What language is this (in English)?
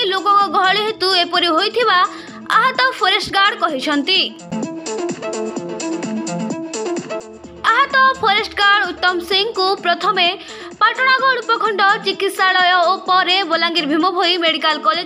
Odia